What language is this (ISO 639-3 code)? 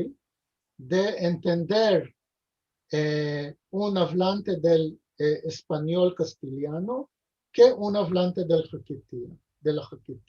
lad